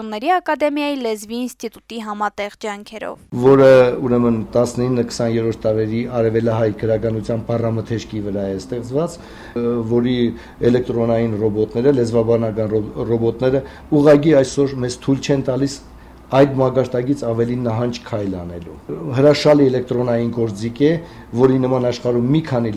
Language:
Armenian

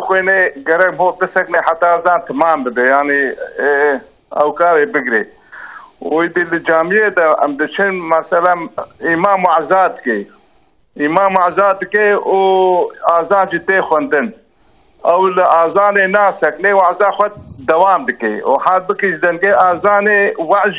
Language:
Kurdish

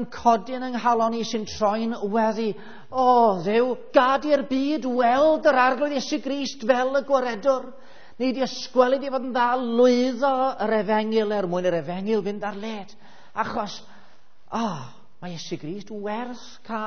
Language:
Welsh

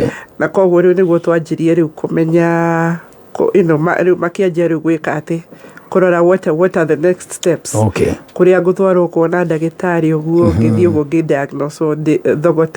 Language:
Kikuyu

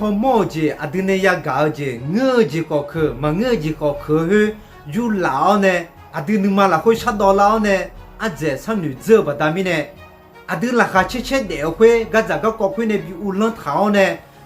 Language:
Akha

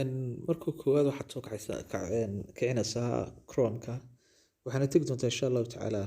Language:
Somali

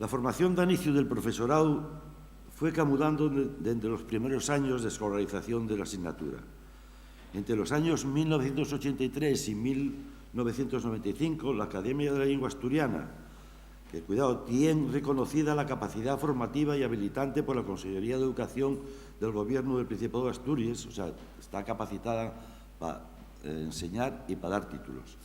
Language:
Asturian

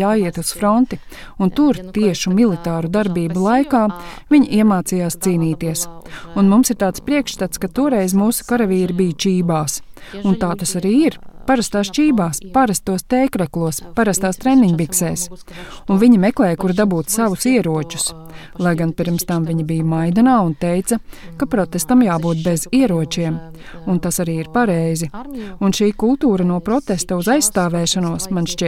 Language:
Latvian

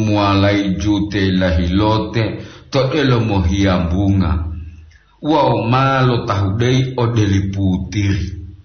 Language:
Gorontalo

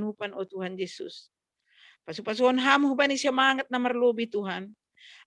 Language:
Batak Simalungun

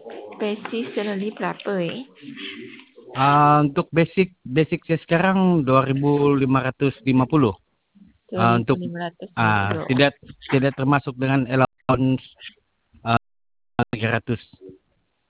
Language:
Malay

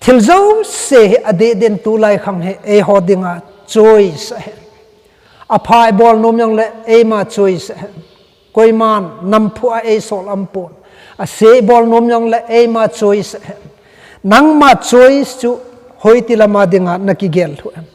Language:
Thado Chin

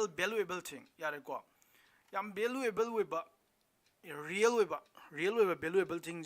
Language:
Manipuri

